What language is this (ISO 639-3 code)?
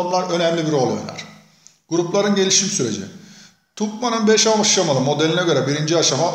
tur